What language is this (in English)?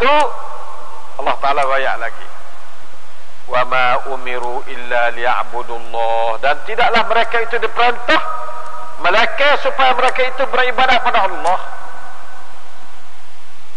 Malay